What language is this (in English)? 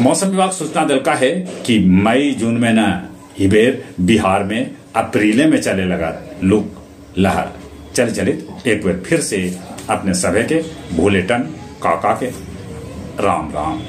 Magahi